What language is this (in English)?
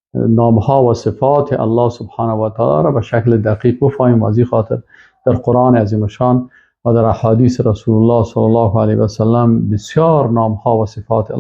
Persian